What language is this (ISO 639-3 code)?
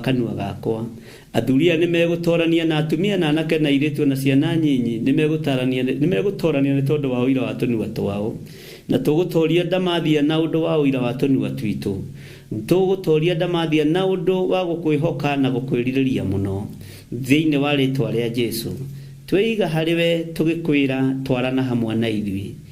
kik